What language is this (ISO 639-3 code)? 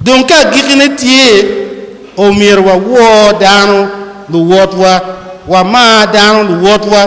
ach